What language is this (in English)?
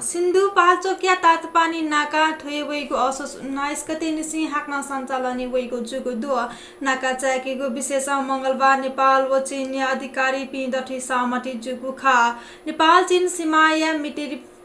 Newari